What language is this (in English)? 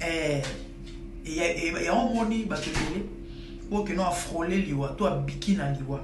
Lingala